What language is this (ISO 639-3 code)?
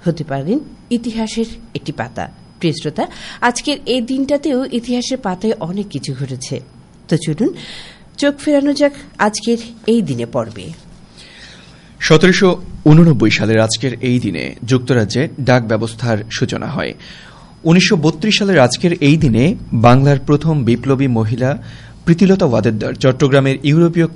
ben